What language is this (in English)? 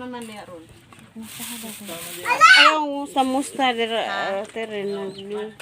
Cebuano